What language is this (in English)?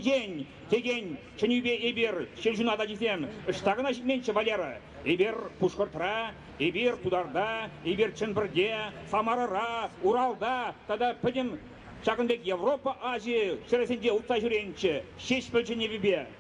Chuvash